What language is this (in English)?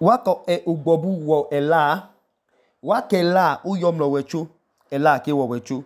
Idoma